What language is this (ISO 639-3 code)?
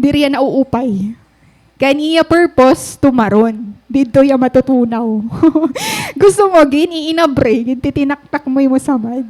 war